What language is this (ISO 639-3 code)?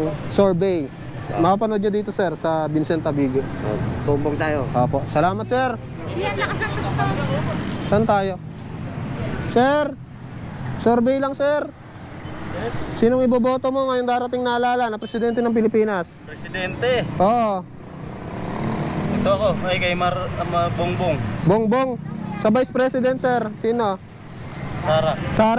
fil